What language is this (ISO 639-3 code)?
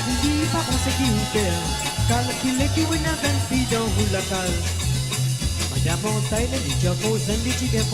mfe